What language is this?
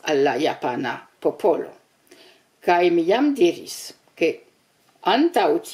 Esperanto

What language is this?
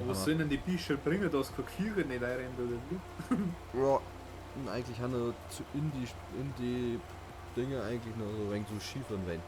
Bavarian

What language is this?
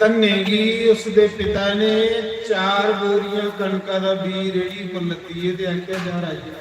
Dogri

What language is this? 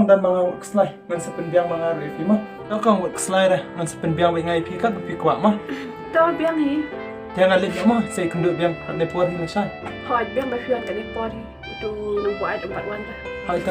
Khasi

